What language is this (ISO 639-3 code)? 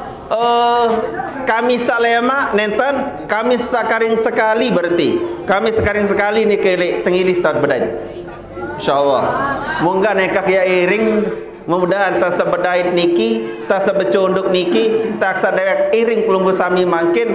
sas